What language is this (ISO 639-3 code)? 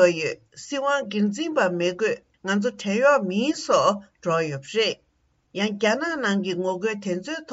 bod